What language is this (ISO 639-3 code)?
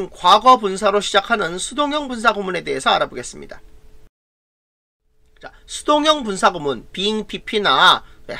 kor